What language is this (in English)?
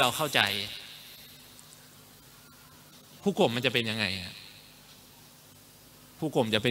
Thai